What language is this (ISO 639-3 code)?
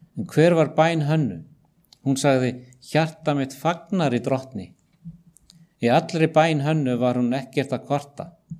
isl